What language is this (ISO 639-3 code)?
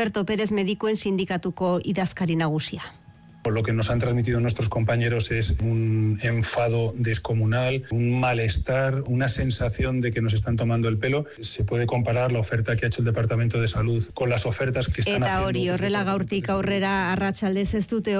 eus